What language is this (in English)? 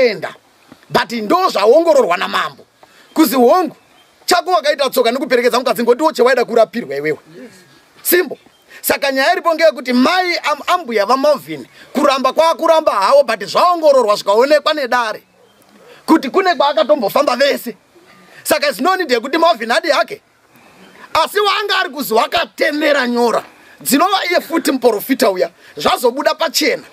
Shona